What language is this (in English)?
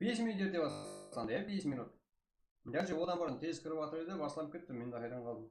Kara-Kalpak